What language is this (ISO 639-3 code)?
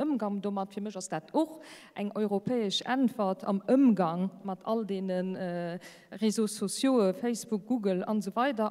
ltz